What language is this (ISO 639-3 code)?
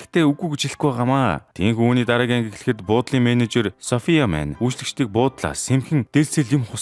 mon